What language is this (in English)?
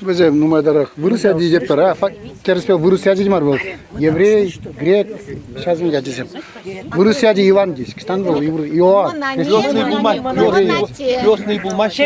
Chuvash